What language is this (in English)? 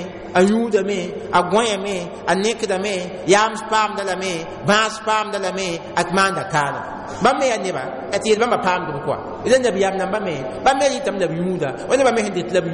Mossi